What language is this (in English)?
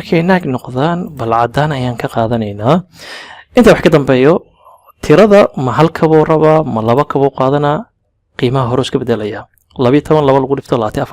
Somali